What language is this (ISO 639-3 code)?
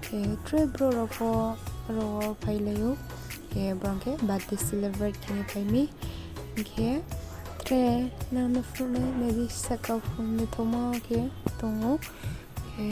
ria